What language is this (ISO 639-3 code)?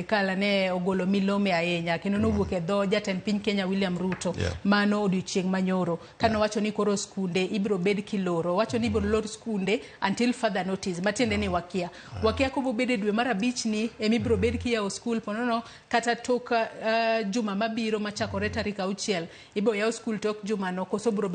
luo